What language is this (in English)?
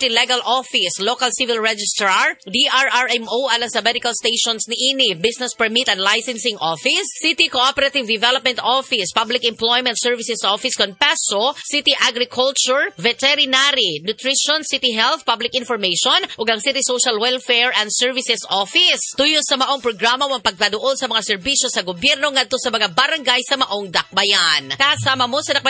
Cebuano